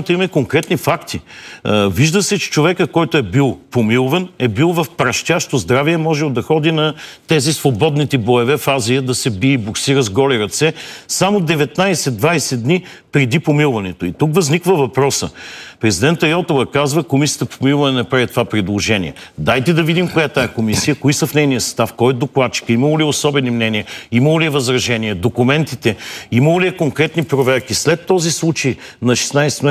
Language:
Bulgarian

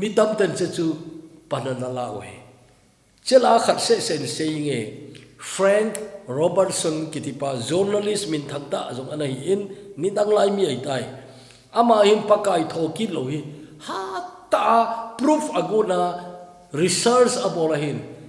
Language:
Thado Chin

